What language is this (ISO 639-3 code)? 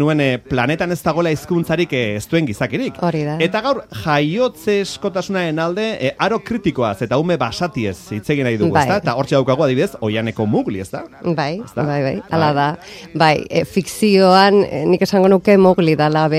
eus